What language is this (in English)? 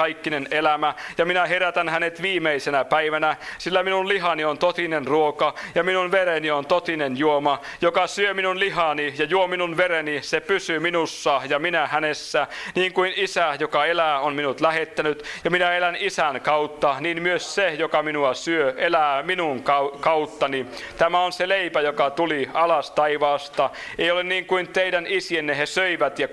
Finnish